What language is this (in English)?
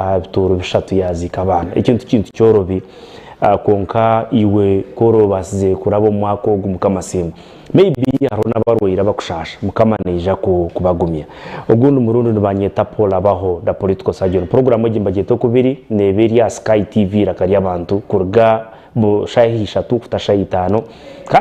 Nyankole